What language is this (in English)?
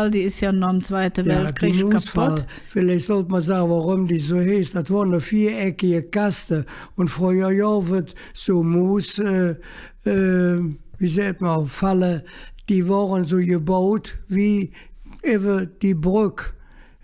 Colognian